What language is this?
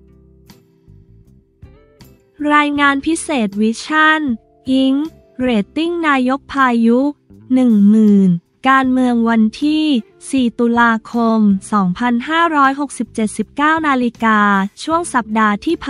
Thai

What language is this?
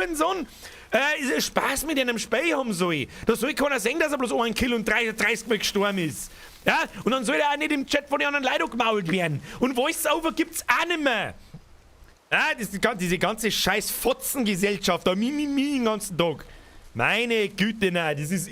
Bavarian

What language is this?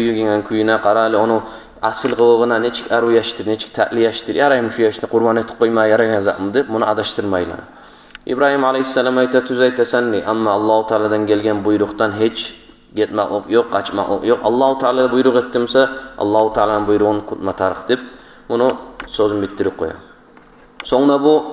Kumyk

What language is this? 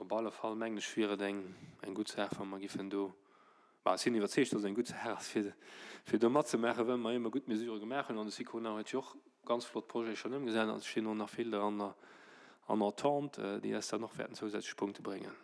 Luxembourgish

